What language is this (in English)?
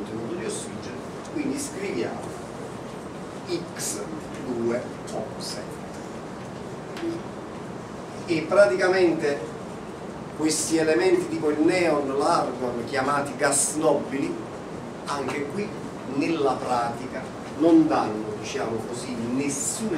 Italian